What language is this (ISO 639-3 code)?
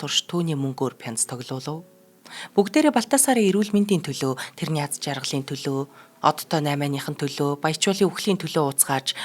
mon